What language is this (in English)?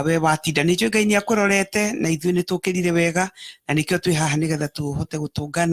Kikuyu